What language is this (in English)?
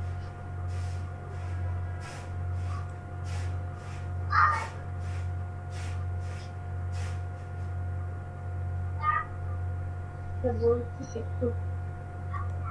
Bangla